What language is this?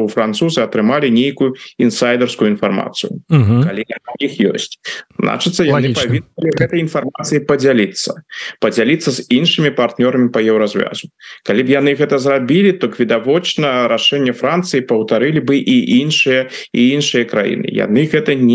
Belarusian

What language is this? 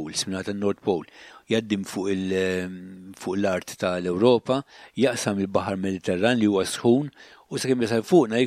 Maltese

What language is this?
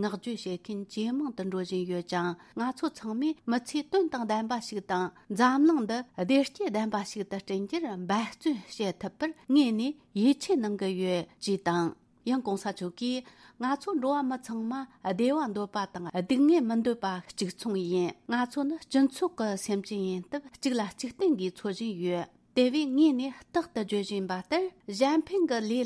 Tibetan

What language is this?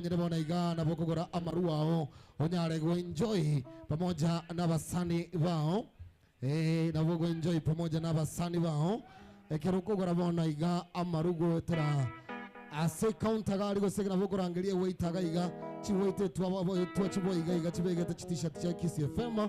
Gusii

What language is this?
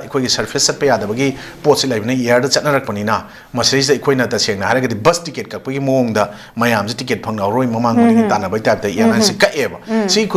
Manipuri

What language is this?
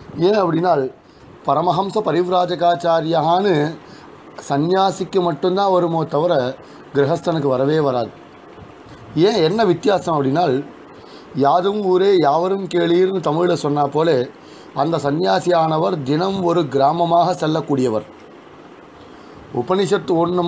Tamil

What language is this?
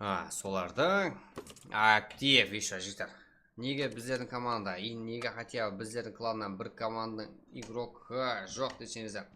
Kara-Kalpak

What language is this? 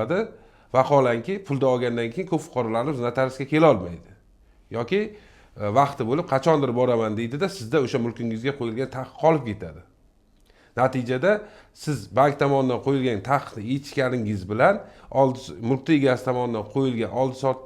Uzbek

